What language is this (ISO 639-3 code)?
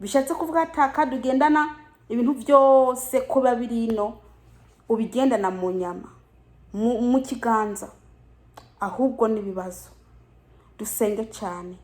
run